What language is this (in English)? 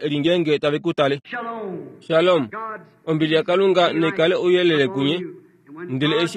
Kuanyama